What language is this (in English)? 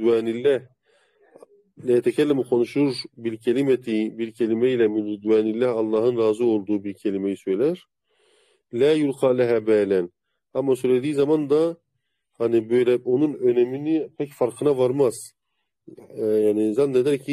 Turkish